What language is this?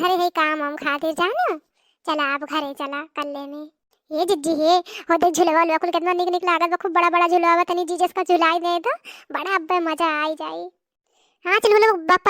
Awadhi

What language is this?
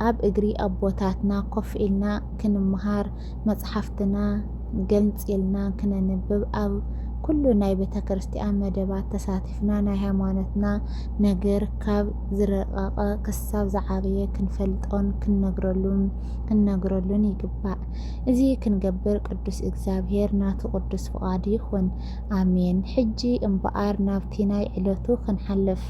Tigrinya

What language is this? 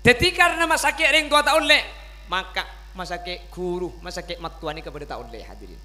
Madurese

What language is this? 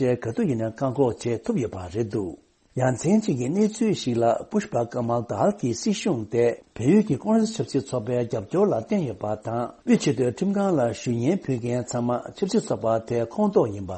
Tibetan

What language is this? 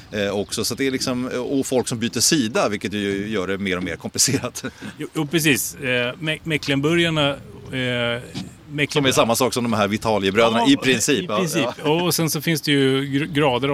Swedish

